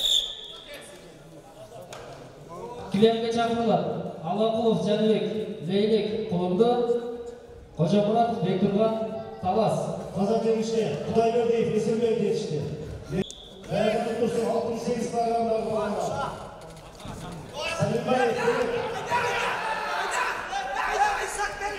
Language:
Kazakh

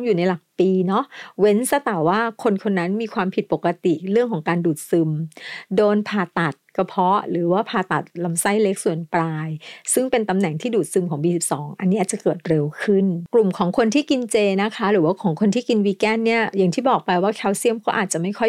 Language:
Thai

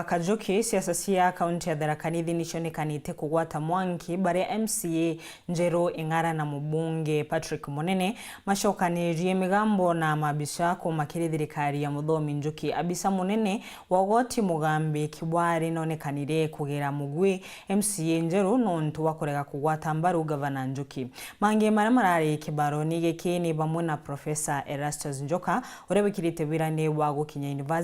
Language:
Meru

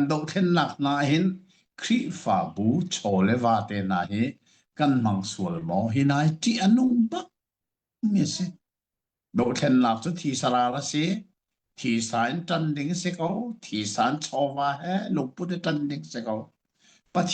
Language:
Hakha Chin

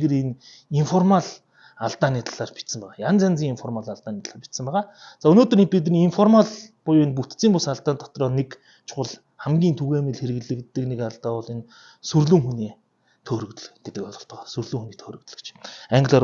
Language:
Mongolian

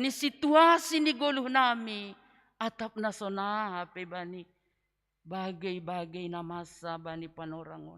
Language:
Batak Simalungun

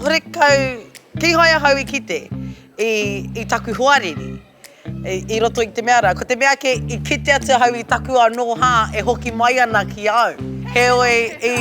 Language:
Māori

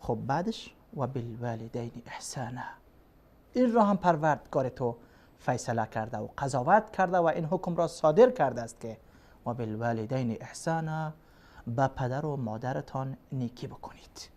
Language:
Persian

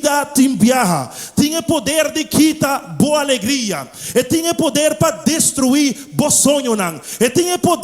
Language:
Papiamento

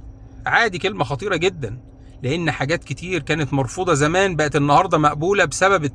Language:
Egyptian Arabic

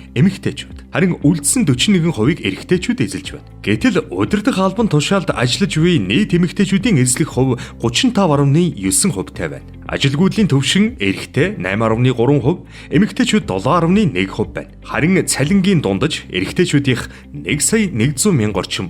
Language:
Mongolian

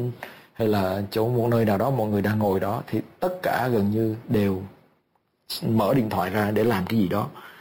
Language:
Vietnamese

